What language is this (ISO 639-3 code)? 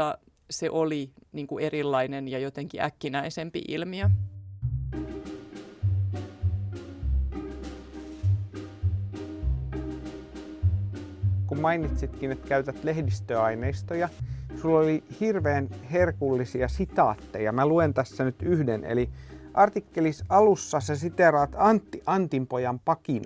fin